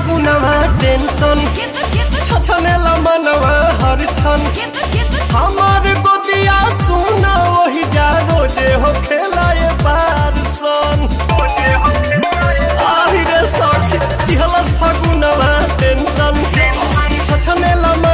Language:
Bhojpuri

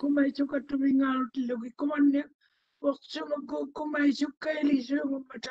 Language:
Māori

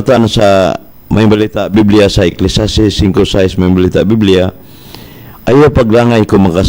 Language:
Cebuano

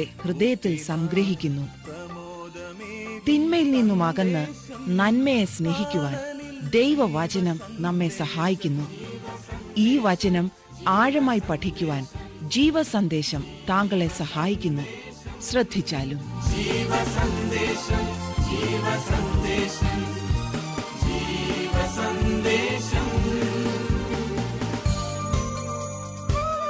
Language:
Malayalam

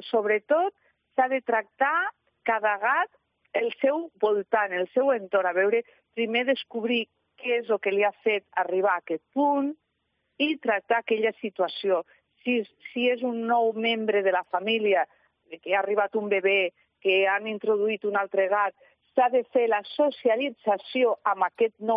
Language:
Catalan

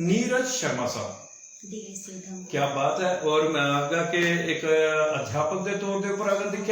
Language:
Dogri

